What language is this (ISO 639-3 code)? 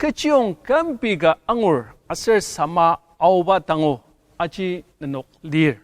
njo